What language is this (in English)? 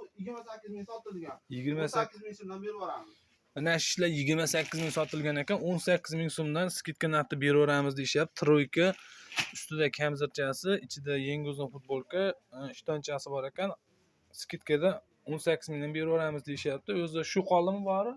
Uzbek